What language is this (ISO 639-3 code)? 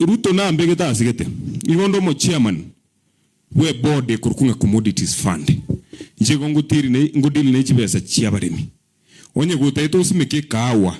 guz